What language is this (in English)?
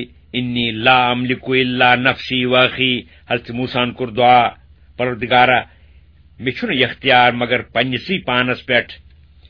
Kashmiri